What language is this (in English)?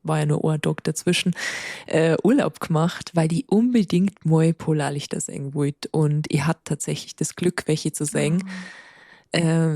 Bavarian